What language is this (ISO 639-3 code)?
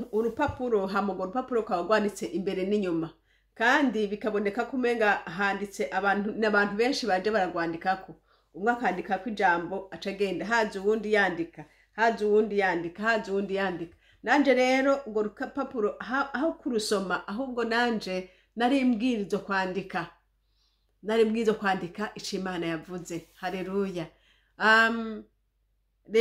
run